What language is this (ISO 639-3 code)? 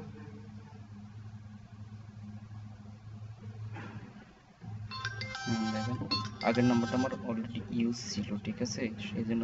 ben